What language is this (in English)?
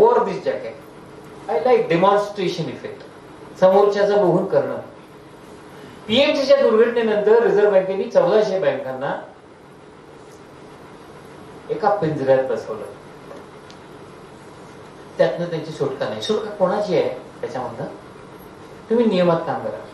Marathi